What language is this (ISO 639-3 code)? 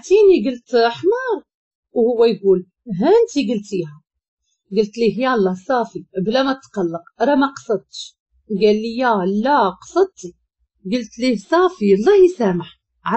ary